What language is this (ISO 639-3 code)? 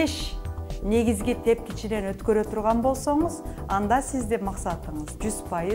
kir